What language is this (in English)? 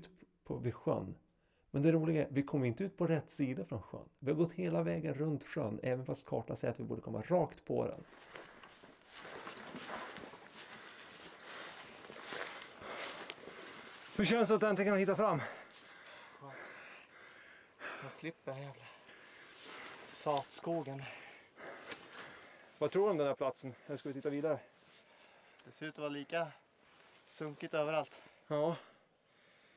Swedish